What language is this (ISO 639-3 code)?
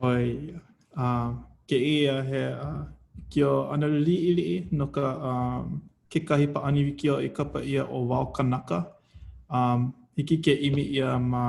haw